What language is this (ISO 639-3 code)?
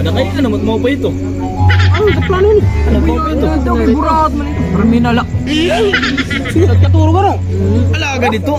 war